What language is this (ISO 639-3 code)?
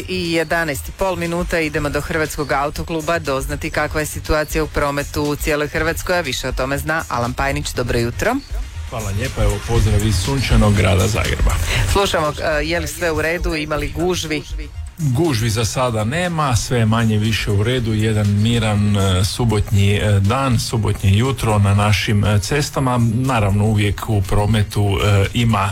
hrv